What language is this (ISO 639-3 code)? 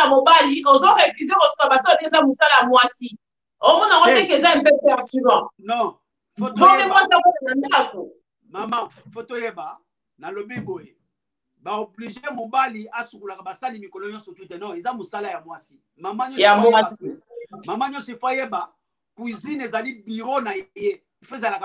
lin